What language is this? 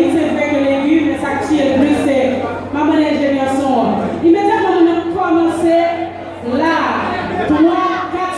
Haitian Creole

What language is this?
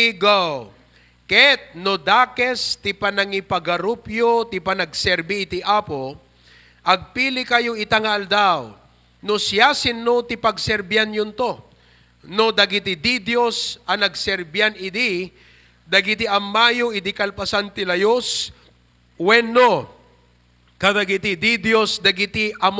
Iloko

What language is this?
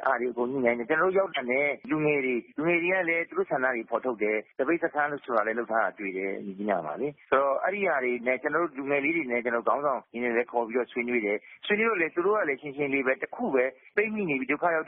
Burmese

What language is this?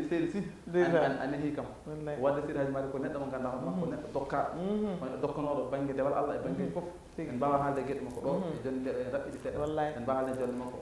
Fula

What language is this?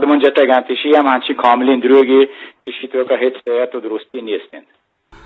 Eastern Balochi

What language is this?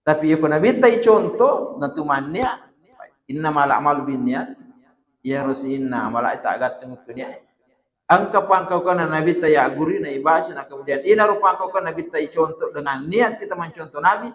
Buginese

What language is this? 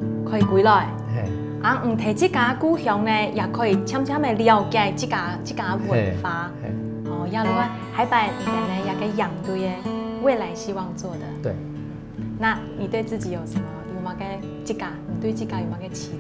Hakka Chinese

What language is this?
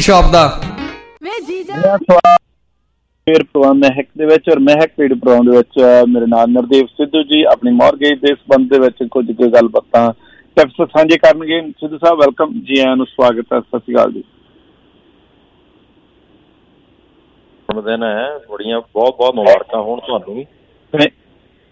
Punjabi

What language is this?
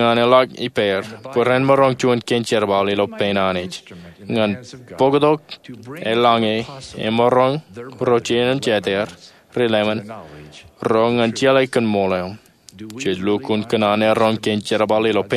Marshallese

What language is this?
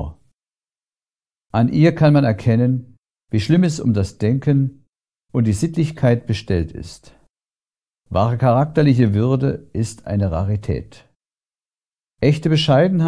German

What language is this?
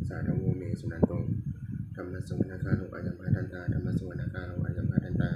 Pali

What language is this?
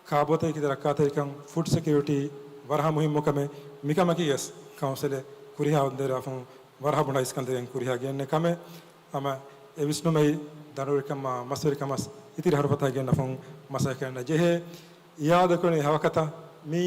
Divehi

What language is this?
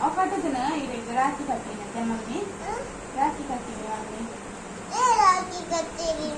Tulu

